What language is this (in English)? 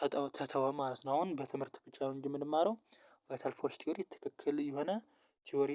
Amharic